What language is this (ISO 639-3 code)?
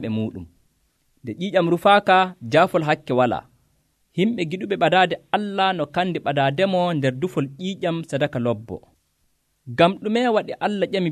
fuv